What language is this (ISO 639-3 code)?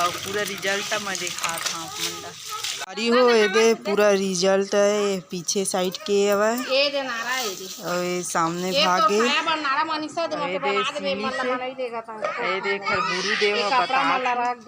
hne